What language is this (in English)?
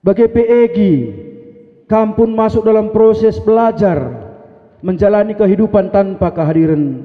Batak Karo